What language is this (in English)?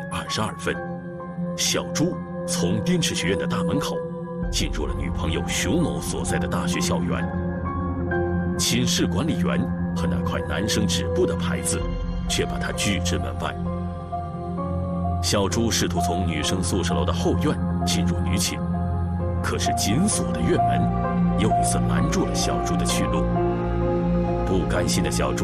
Chinese